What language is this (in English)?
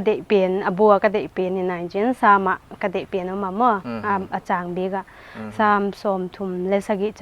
Paite Chin